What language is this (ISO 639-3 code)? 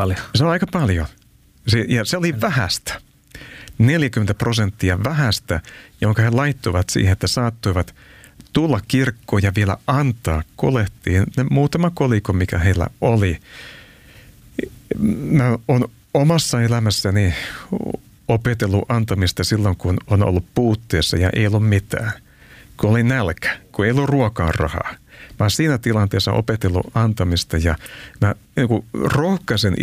fin